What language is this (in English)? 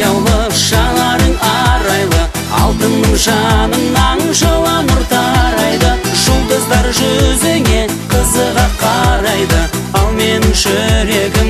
Kazakh